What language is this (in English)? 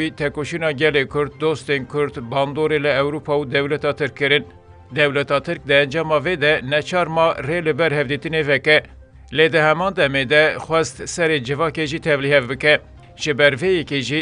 Kurdish